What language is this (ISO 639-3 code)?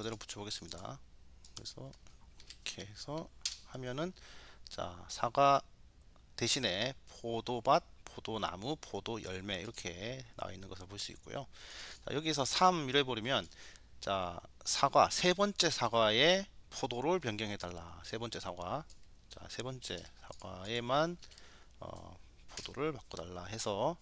kor